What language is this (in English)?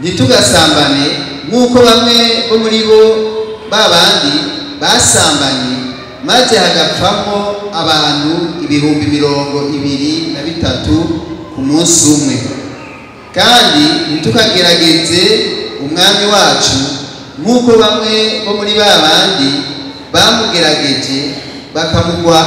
Rundi